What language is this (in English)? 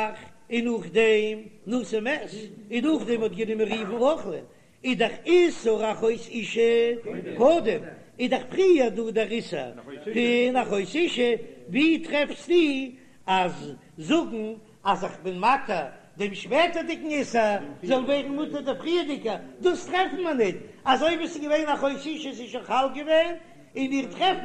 Yiddish